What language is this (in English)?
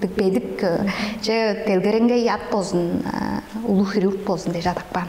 Tuvinian